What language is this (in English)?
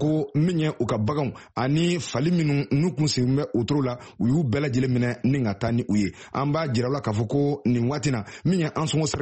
Bambara